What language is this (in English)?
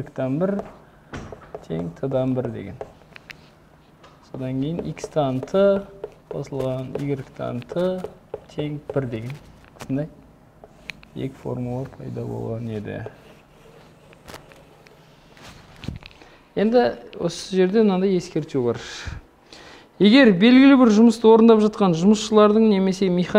Kazakh